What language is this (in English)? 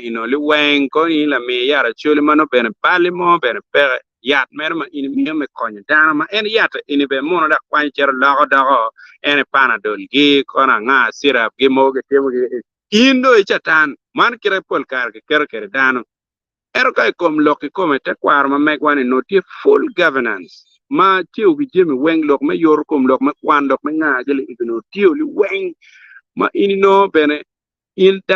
Acoli